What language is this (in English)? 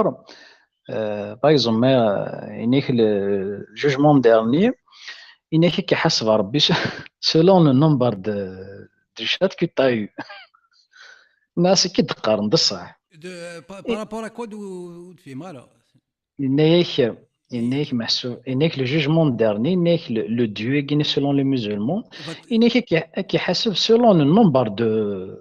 Kabyle